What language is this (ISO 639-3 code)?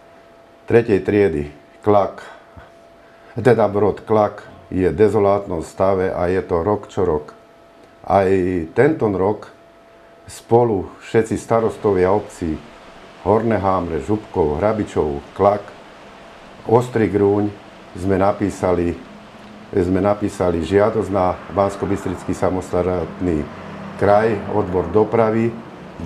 slk